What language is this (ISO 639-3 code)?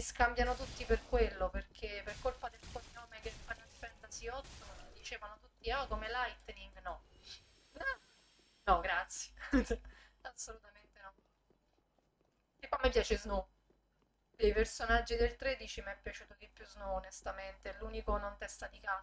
ita